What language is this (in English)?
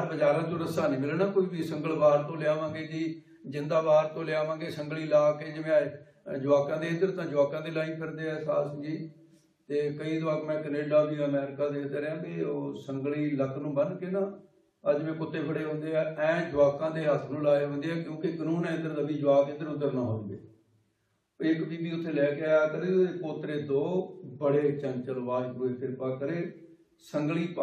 Punjabi